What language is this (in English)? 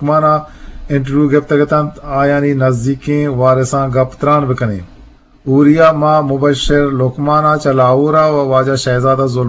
Eastern Balochi